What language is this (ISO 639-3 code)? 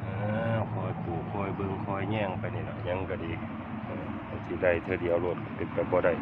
tts